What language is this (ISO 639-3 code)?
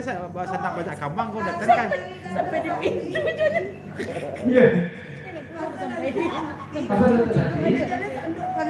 min